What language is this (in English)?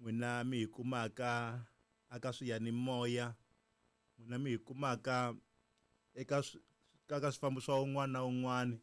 Tsonga